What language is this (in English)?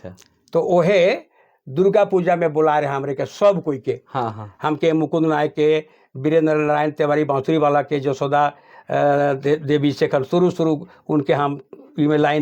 Sadri